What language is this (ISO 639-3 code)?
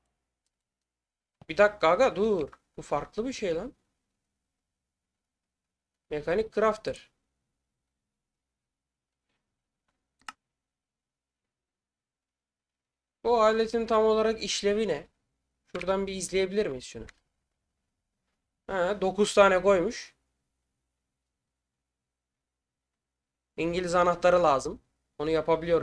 tur